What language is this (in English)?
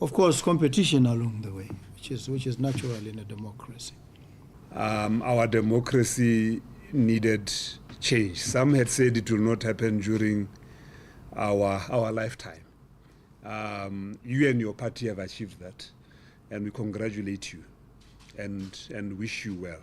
Tswana